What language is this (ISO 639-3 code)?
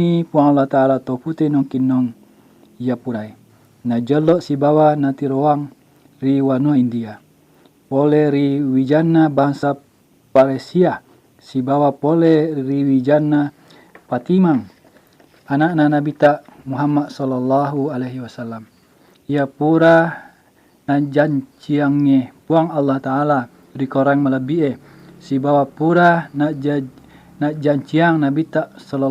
bug